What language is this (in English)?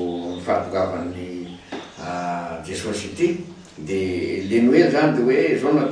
Malagasy